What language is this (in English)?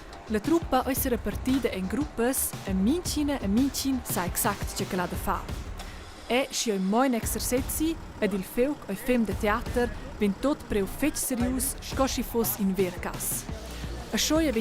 Romansh